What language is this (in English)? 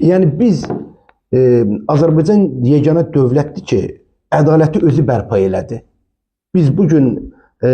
Azerbaijani